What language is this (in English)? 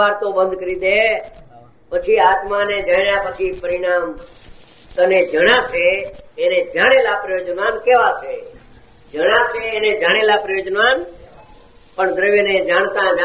Gujarati